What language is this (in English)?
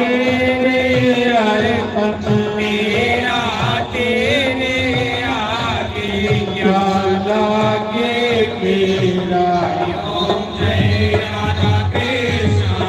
Dogri